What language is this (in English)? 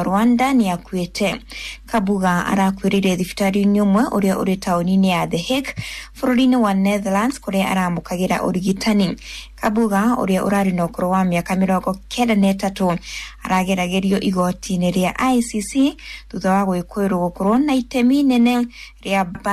Kikuyu